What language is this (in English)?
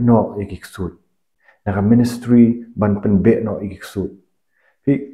Khasi